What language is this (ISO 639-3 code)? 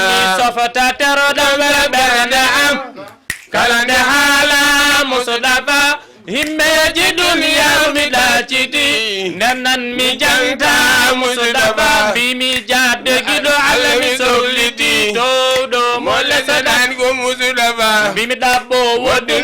ful